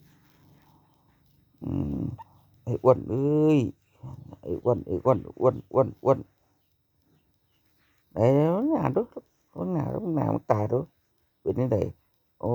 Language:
Lao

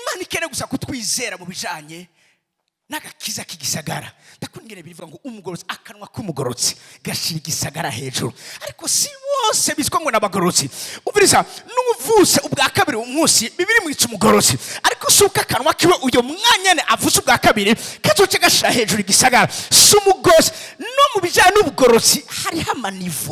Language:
Rundi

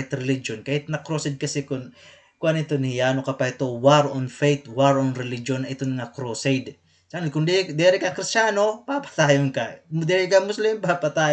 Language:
Waray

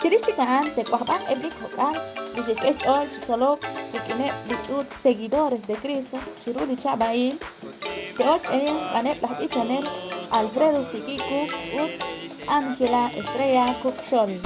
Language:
Kekchí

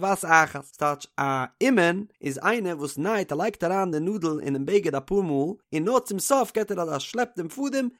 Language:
Yiddish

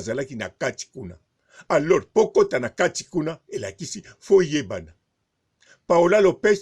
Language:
Lingala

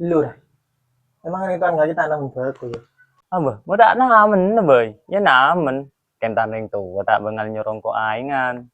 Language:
Madurese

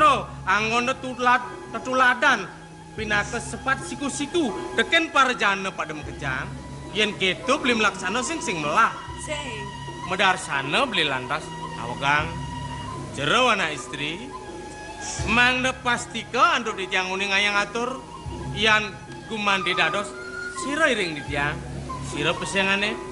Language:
Balinese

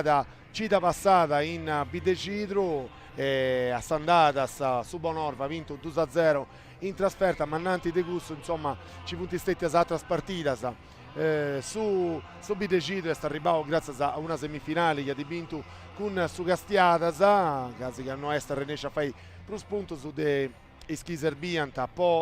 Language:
Sardinian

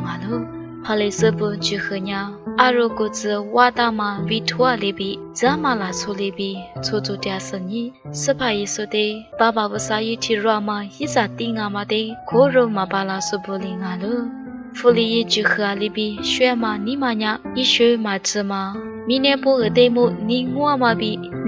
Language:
Lisu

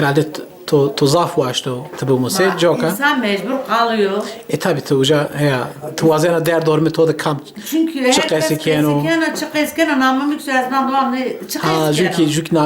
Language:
Zaza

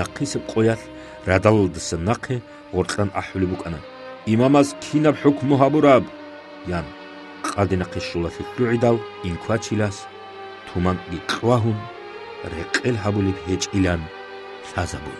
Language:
Avaric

